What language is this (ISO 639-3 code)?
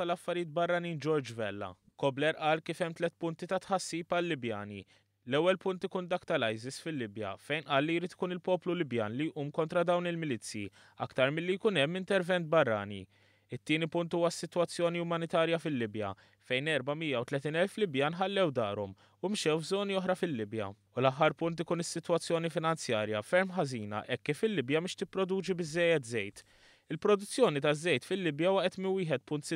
mlt